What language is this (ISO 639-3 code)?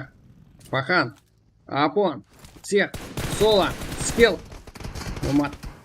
kaa